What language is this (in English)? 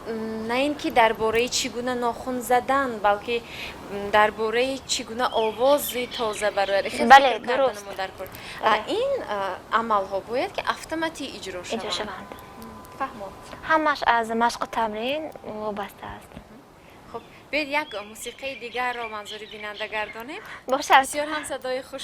Tajik